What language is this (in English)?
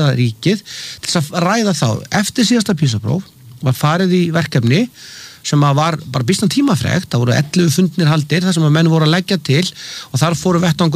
Icelandic